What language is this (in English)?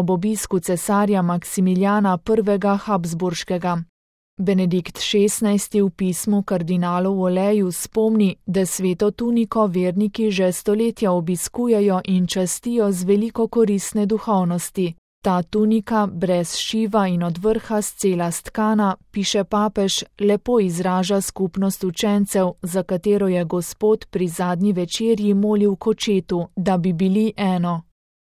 Slovenian